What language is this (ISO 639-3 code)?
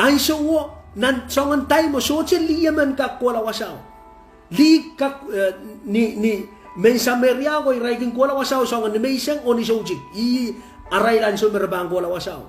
pon